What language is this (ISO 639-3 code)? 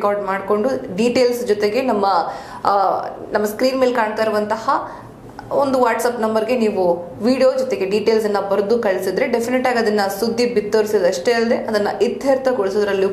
kan